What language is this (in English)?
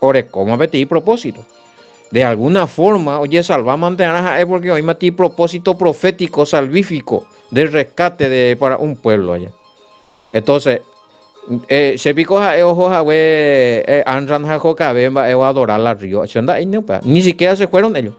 Guarani